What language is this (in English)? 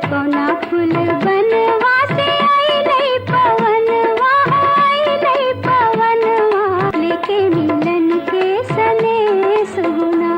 Magahi